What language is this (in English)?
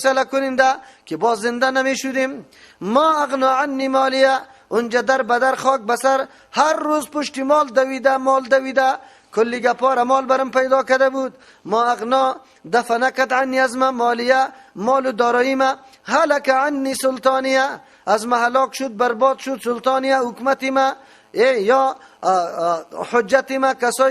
Persian